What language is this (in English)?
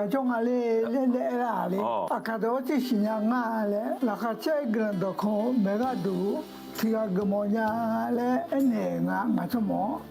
Akha